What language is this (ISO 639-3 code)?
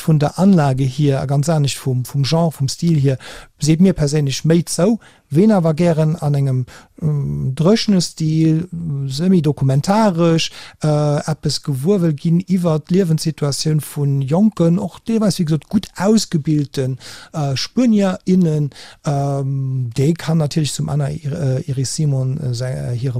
ltz